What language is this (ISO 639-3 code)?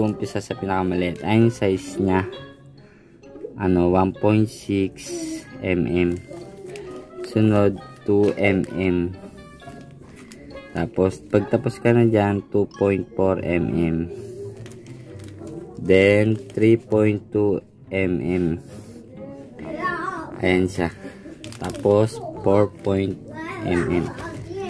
fil